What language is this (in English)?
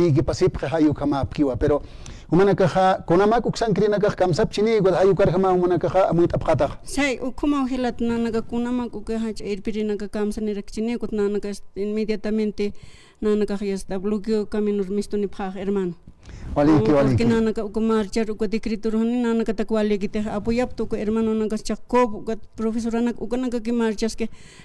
Aymara